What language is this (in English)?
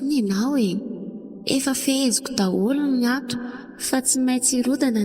Malagasy